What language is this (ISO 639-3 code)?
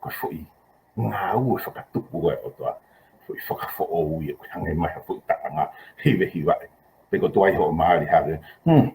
ton